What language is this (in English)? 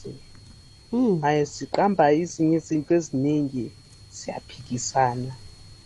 South Ndebele